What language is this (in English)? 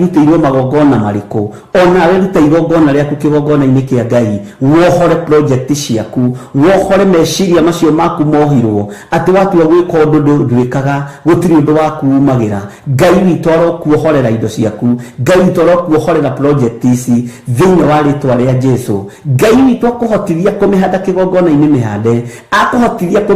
Kikuyu